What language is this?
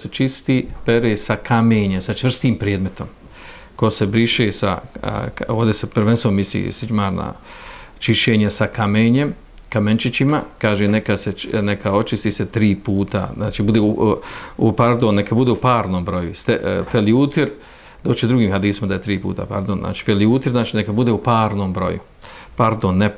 Bosnian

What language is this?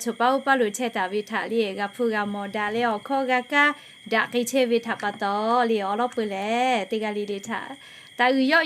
Lahu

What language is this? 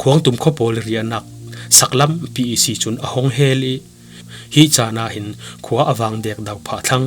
Falam Chin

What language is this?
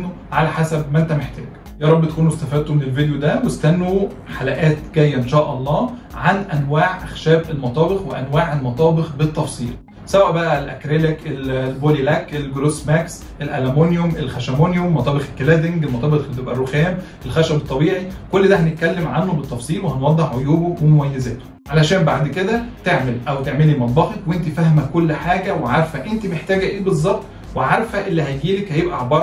Egyptian Arabic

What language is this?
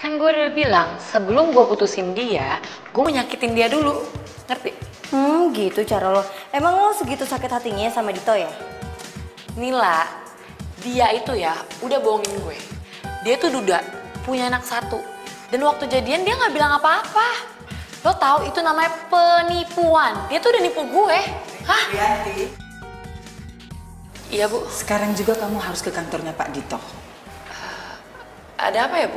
Indonesian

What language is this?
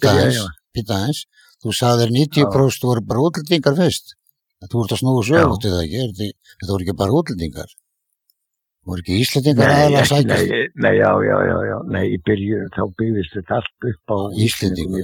Icelandic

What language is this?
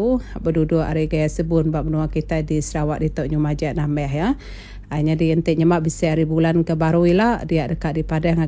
Iban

